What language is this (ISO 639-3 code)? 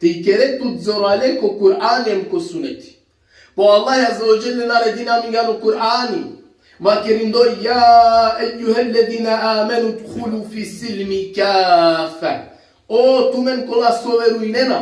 rmn